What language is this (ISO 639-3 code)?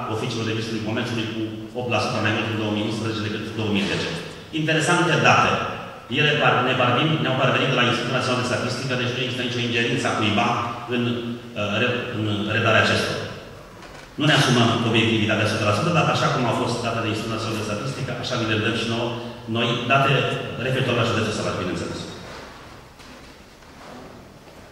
ron